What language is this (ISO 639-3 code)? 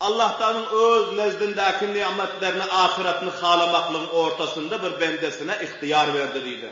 tuk